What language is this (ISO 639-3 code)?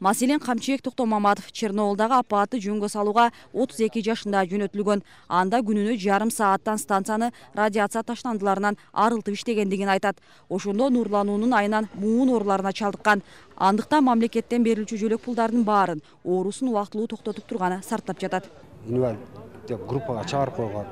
kir